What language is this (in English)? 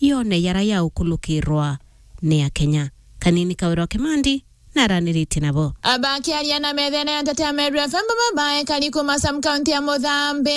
Meru